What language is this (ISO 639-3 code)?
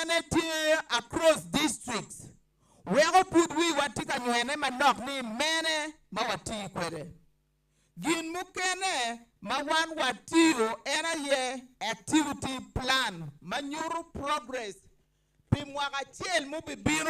ach